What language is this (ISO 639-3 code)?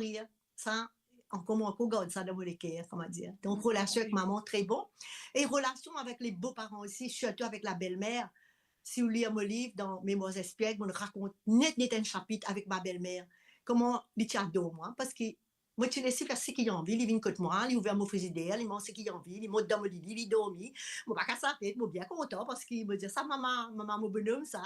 mfe